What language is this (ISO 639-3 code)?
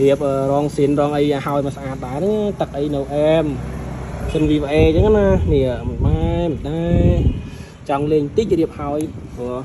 khm